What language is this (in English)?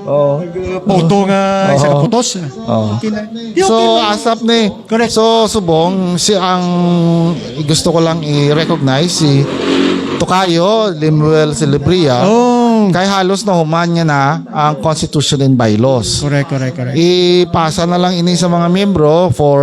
Hiligaynon